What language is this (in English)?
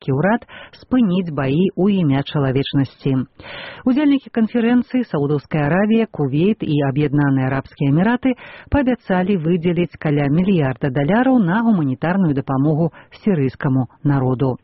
Belarusian